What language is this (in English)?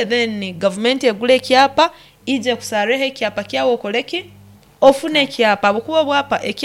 Nyoro